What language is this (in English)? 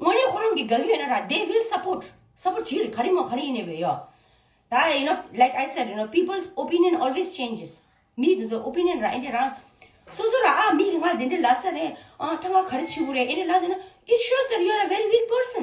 Tibetan